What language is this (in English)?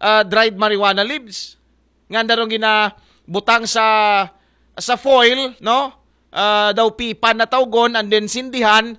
Aklanon